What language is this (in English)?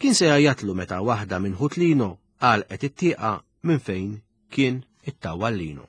Maltese